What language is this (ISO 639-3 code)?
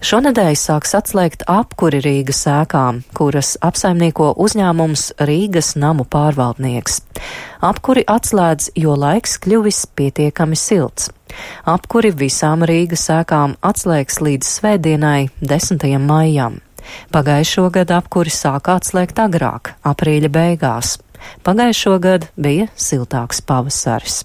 lav